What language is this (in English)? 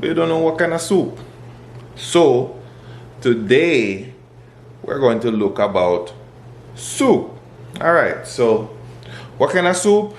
Jamaican Creole English